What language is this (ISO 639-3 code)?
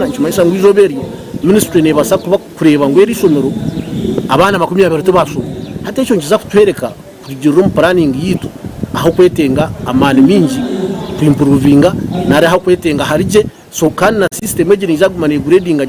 nyn